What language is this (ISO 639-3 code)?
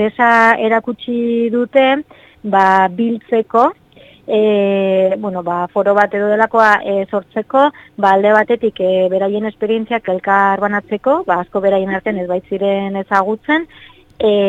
eus